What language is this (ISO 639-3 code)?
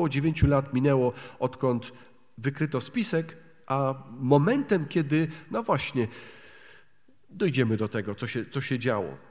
pol